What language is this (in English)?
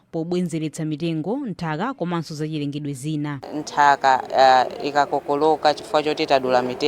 Nyanja